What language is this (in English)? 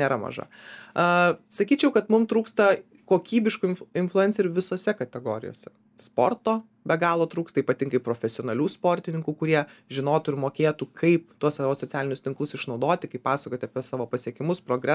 Lithuanian